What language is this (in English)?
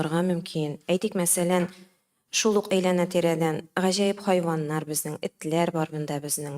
Tatar